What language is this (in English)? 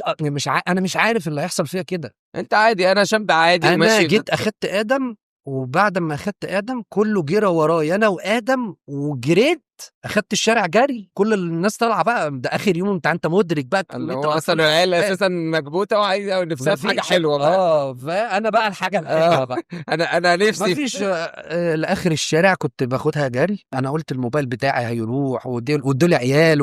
Egyptian Arabic